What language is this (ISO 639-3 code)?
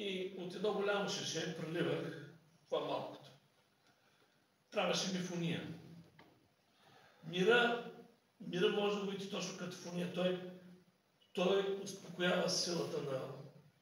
bul